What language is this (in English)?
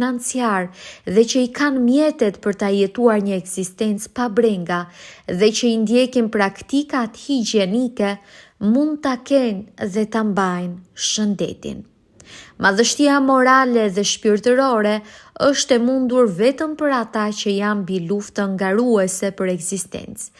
Albanian